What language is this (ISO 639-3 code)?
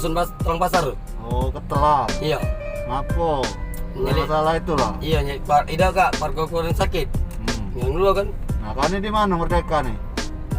mui